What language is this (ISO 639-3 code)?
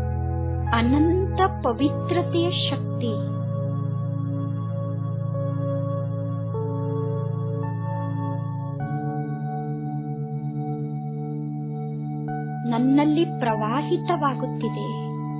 kan